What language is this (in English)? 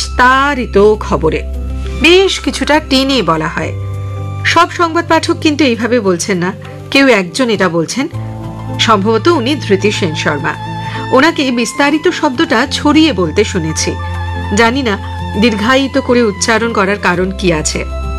Bangla